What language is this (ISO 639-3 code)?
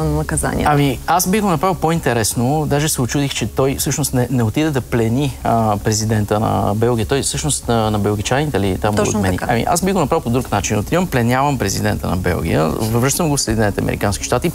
bul